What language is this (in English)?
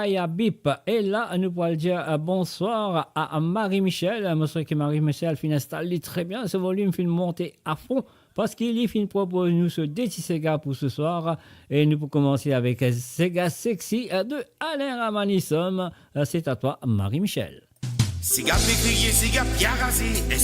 Morisyen